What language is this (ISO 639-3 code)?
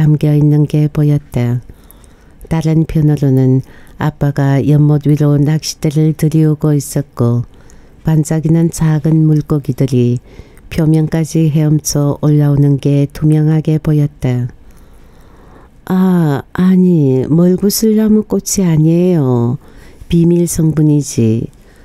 kor